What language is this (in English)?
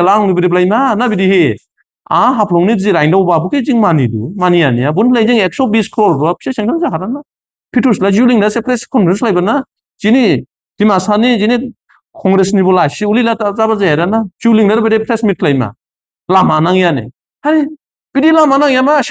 Dimasa